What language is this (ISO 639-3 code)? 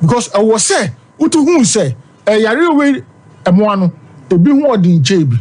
aka